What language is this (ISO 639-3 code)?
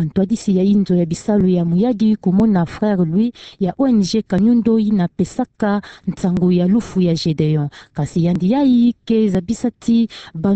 ktu